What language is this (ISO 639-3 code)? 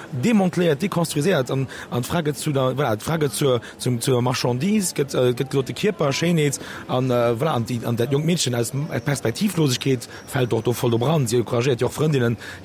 ltz